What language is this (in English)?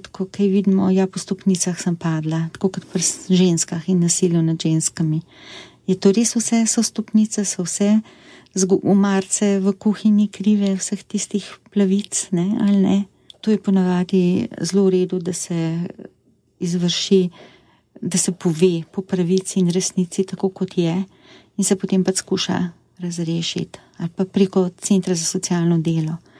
Slovenian